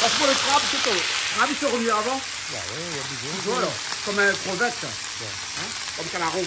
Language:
Réunion Creole French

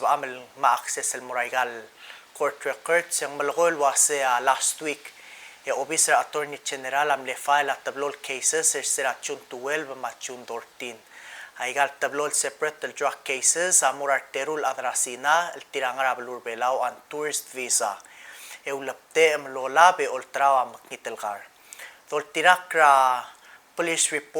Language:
Palauan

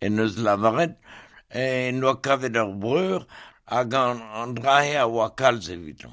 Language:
Breton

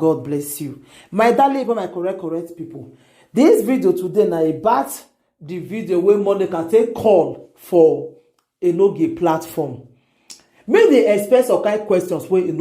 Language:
Nigerian Pidgin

